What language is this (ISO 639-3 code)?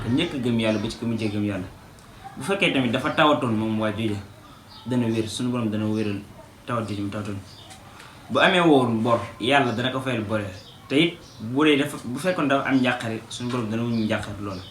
wol